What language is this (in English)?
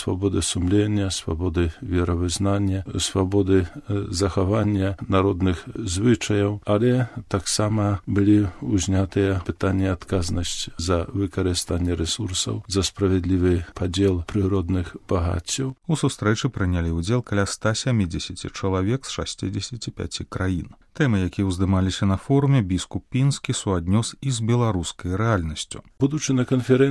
Belarusian